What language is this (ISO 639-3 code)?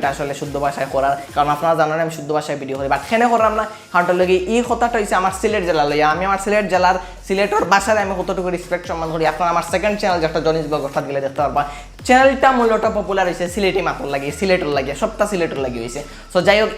syl